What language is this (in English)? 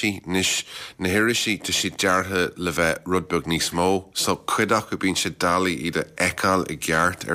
Irish